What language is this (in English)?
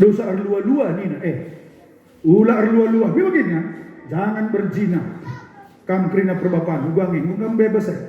Batak Karo